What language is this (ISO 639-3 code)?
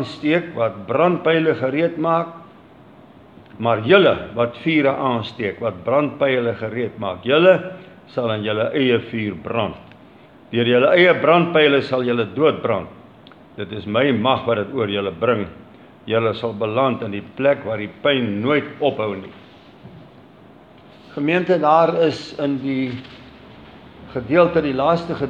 afr